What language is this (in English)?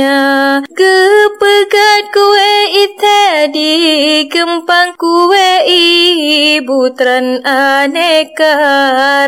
Achinese